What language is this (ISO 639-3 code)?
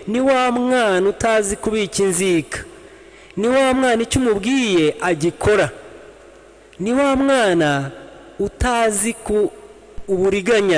kin